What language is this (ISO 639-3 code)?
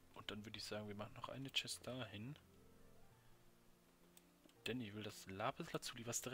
deu